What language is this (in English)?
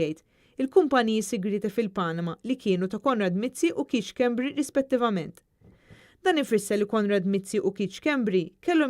Maltese